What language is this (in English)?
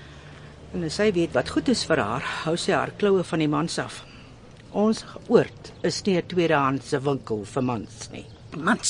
Afrikaans